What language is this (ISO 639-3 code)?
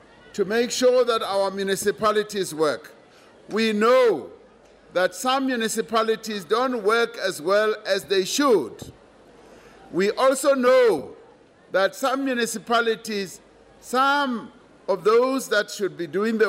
eng